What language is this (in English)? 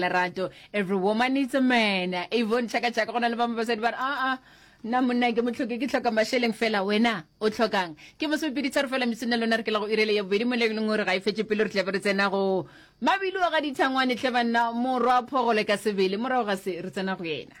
Northern Sotho